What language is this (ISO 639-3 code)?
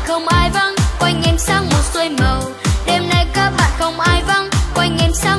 vie